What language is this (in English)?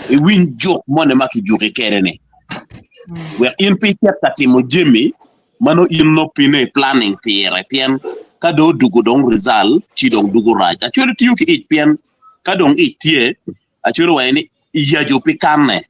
Acoli